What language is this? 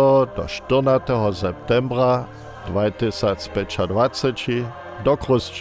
Upper Sorbian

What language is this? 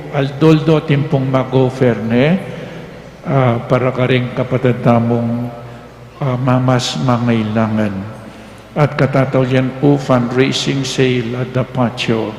Pampanga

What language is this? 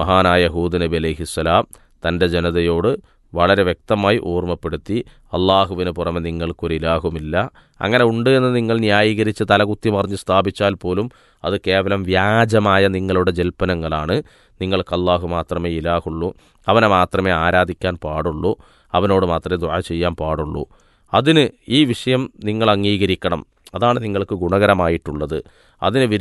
Malayalam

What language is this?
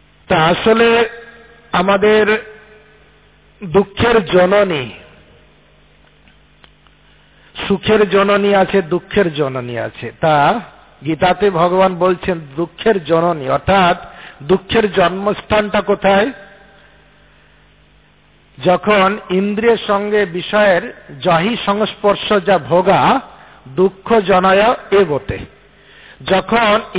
Bangla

